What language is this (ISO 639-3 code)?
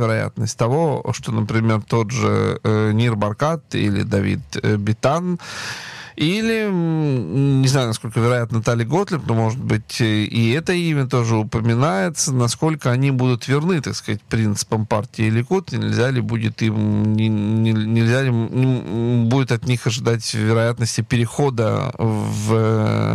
rus